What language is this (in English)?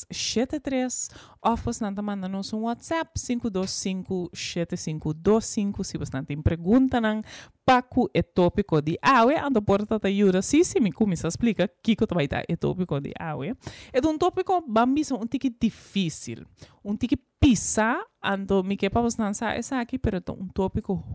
Papiamento